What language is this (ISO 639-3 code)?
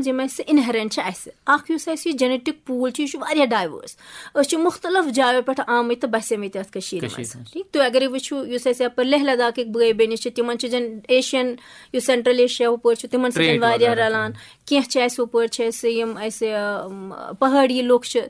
kas